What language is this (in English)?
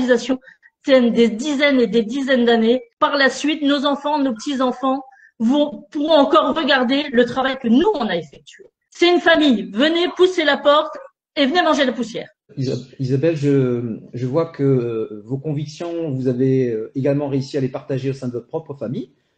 French